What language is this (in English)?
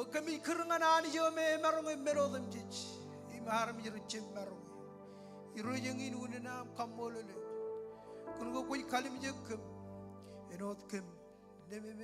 Marshallese